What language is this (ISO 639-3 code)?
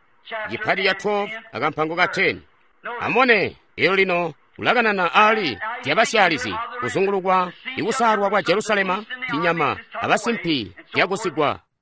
toi